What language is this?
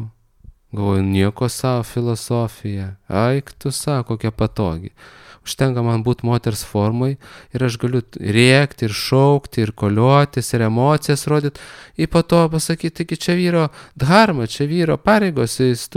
Lithuanian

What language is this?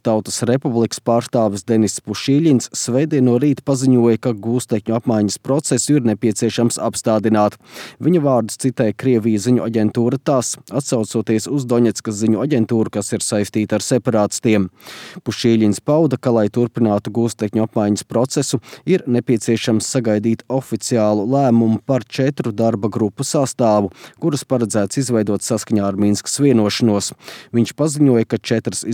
Latvian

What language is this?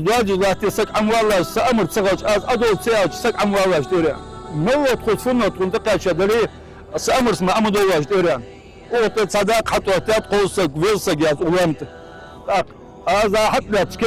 Ingush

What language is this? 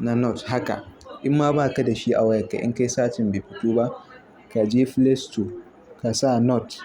Hausa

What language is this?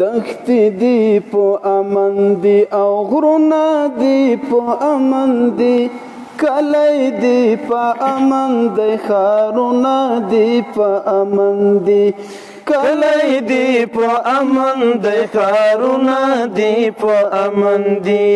Pashto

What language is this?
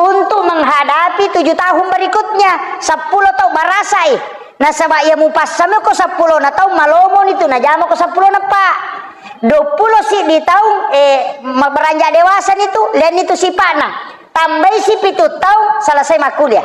Buginese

